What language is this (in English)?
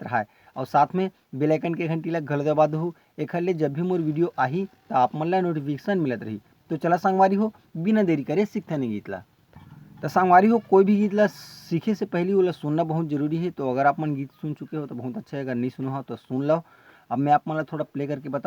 Chhattisgarhi